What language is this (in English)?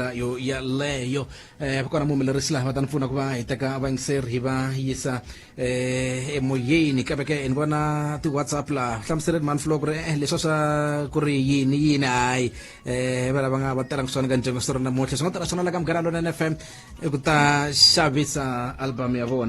Tsonga